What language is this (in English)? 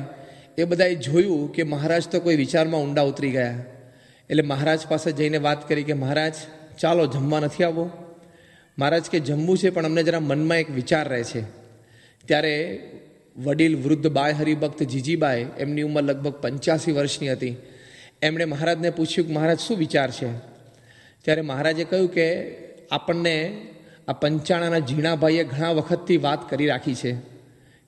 Gujarati